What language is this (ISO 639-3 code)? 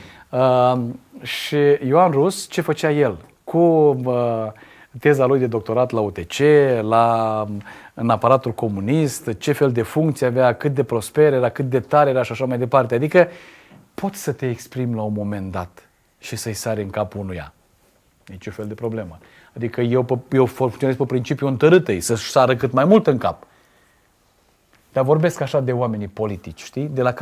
ron